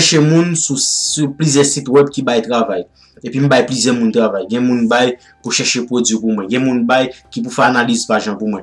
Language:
Haitian Creole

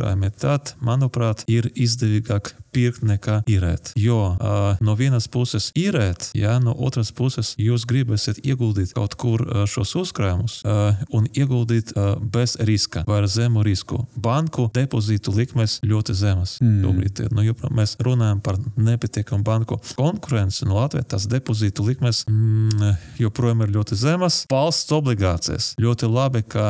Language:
Latvian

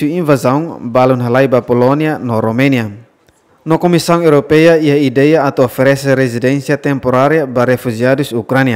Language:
Tetum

